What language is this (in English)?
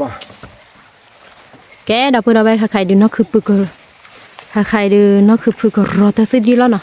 S'gaw Karen